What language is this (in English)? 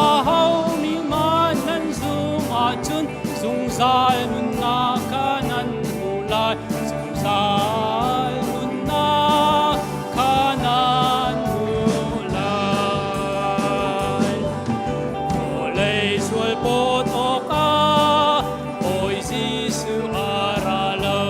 Hakha Chin